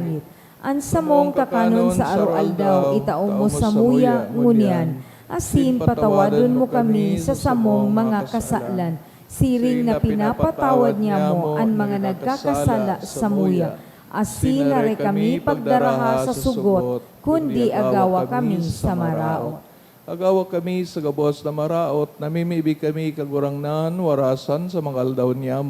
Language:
Bikol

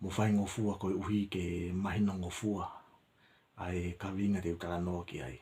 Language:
Tongan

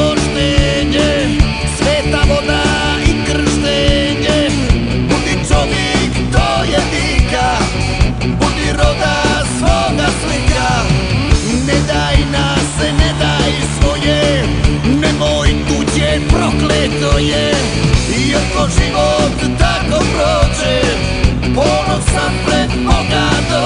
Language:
Croatian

